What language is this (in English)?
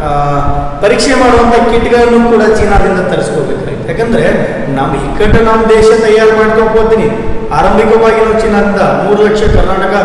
Kannada